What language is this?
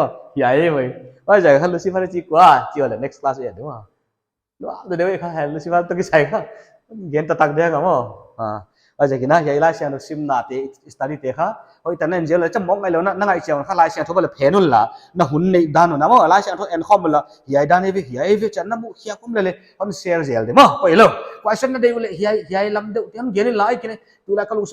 Paite Chin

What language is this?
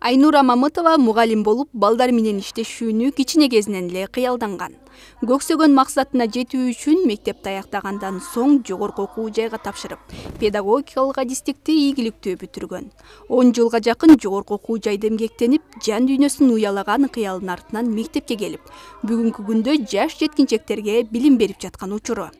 Kyrgyz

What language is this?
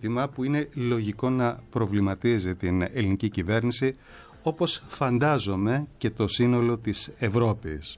Greek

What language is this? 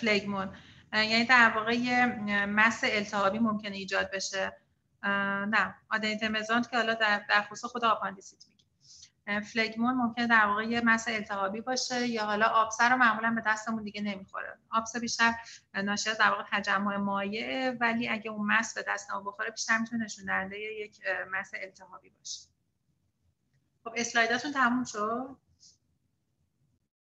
Persian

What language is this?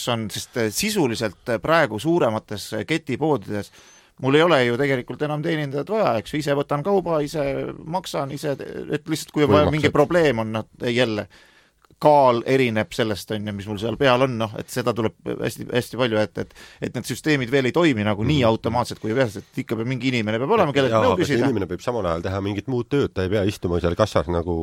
Estonian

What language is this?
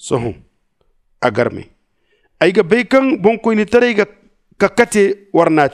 Zarma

